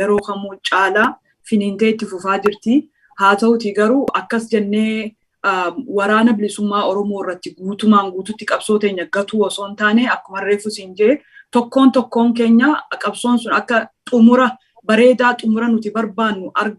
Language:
Oromo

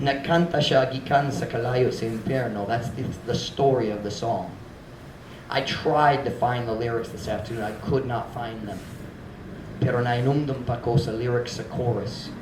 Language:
Cebuano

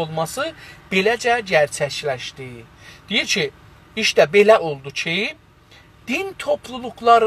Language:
South Azerbaijani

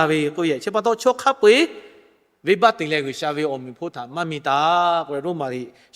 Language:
Lahu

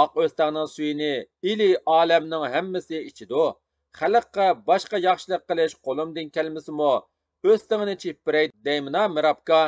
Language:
Uyghur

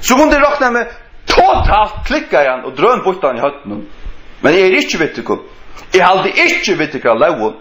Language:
Faroese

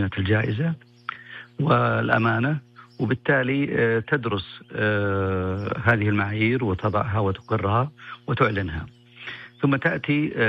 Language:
Najdi Arabic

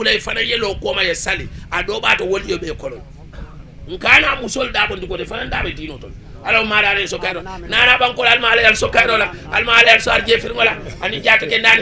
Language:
Fula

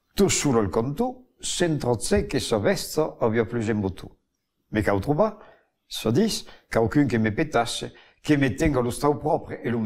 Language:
Occitan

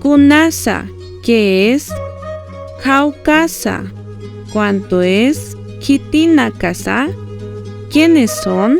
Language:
Aymara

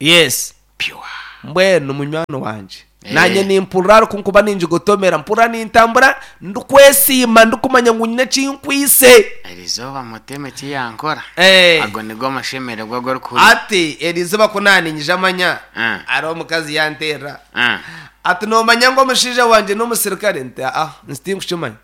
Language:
Nyankole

